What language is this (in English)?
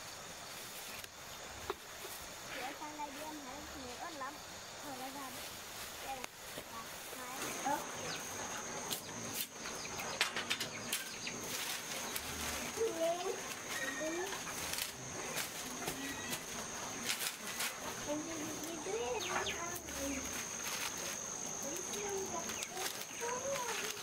Vietnamese